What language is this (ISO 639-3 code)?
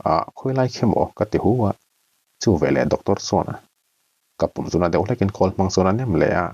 lus